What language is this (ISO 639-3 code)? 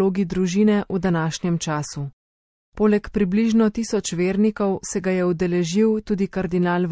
slv